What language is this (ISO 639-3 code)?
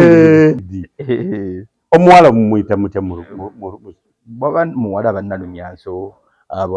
lug